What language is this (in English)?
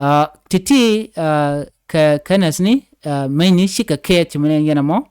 Nuer